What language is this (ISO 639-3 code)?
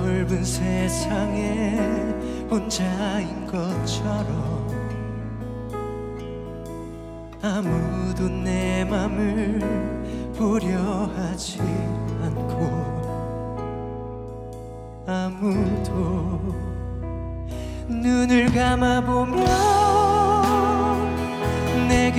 kor